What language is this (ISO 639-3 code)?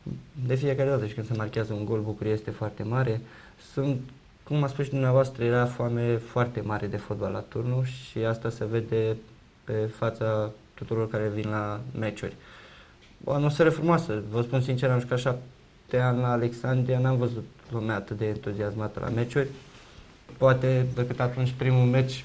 ron